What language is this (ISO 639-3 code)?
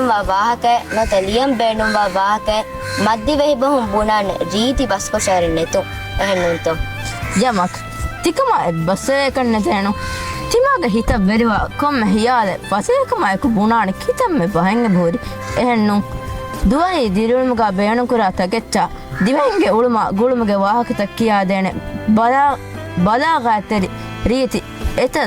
div